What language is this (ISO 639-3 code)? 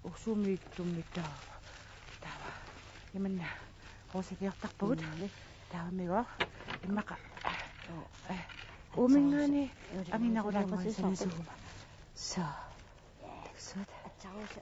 kal